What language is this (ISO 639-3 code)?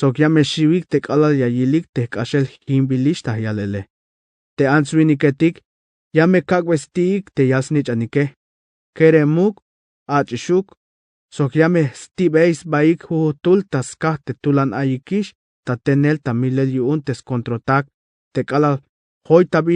tzh